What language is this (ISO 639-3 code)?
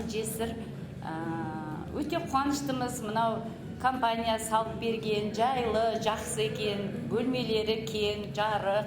kaz